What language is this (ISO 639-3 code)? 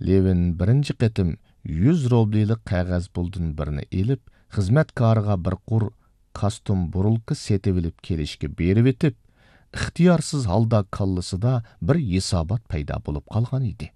uig